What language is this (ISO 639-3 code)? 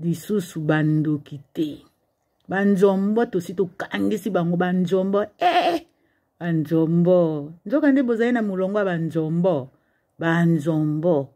lin